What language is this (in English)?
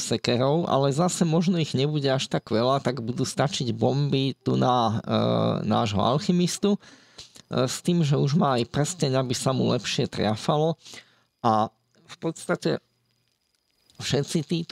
Slovak